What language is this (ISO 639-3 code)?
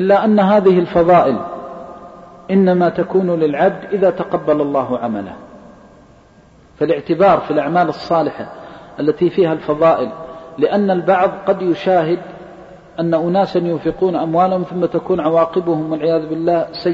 ara